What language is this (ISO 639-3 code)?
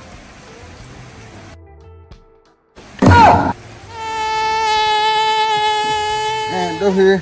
ksw